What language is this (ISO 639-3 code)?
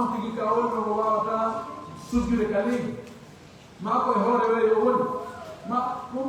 fuf